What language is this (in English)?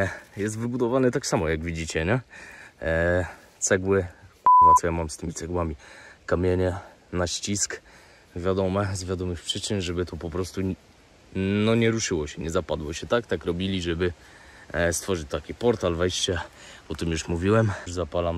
Polish